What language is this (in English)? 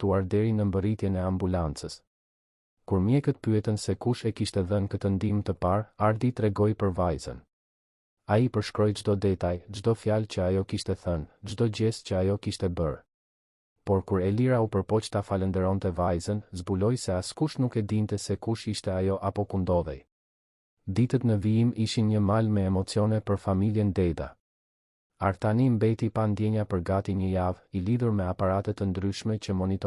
Albanian